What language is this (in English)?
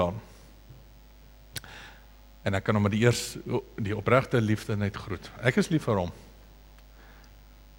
Afrikaans